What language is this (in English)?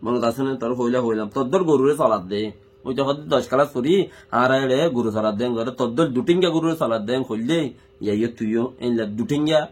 Rohingya